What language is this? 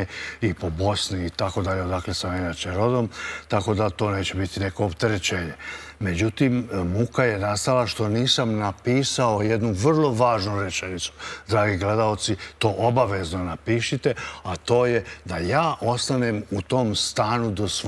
Serbian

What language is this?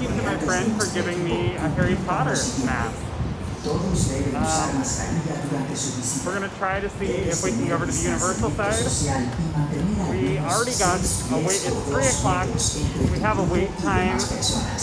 English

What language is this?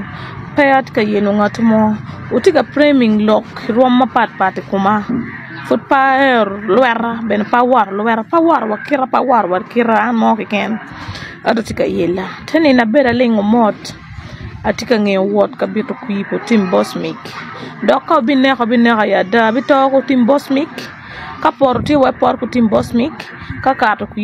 Acoli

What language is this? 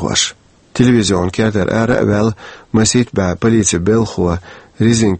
Chechen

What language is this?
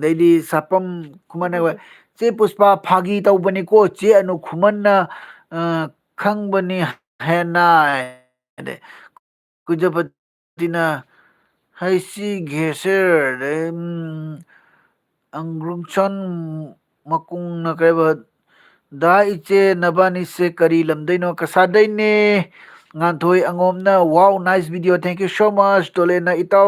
Manipuri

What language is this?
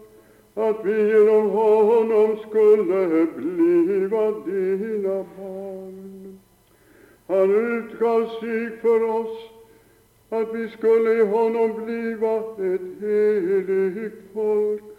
Swedish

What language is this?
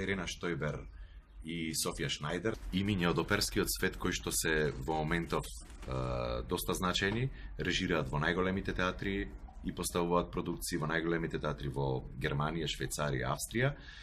Macedonian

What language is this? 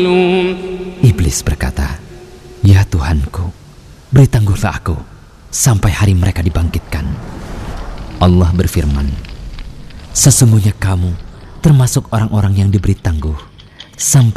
Indonesian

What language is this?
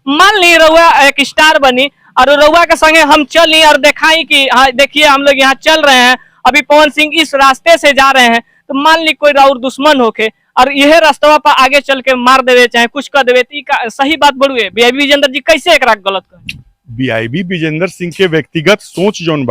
Bhojpuri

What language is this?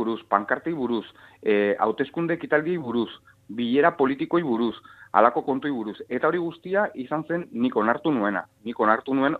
Basque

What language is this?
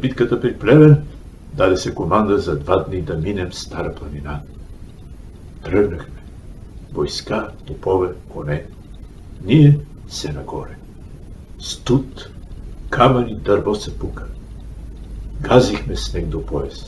Bulgarian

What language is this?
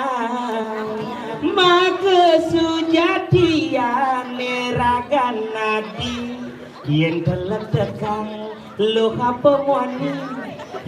Balinese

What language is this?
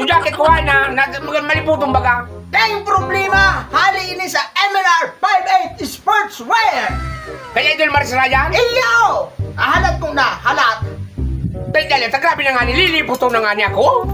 Bikol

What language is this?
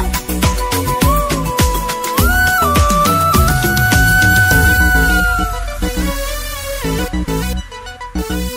Malayalam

